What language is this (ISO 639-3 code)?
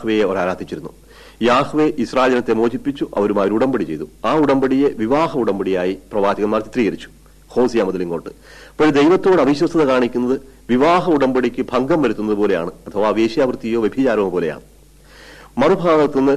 mal